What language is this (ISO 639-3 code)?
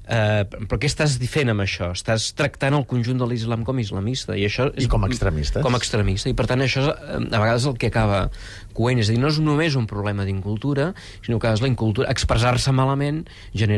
cat